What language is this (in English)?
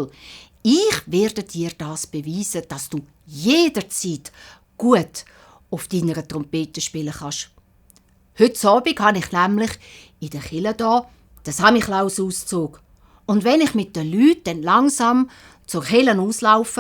Swiss German